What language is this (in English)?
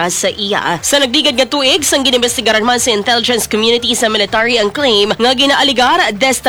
Hiligaynon